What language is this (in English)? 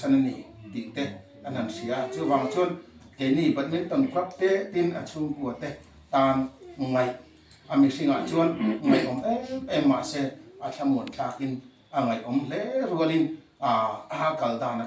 Mizo